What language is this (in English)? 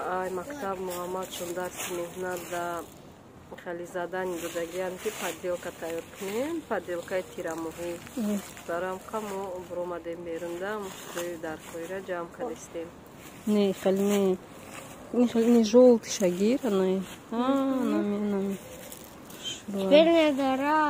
Tajik